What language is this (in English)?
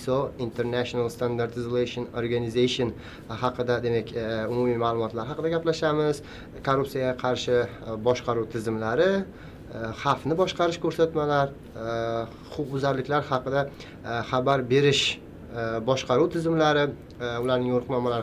Uzbek